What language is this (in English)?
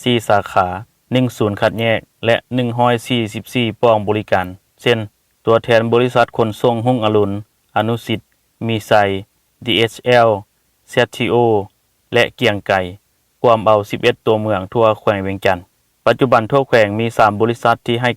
Lao